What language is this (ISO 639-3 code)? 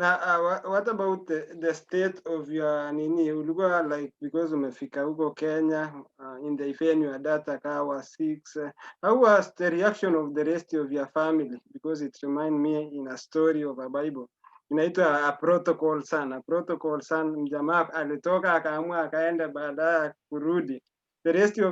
kln